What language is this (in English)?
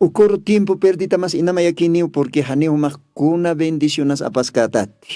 Aymara